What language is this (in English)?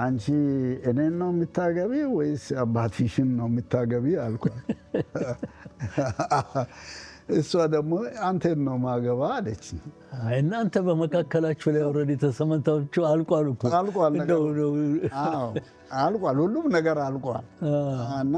Amharic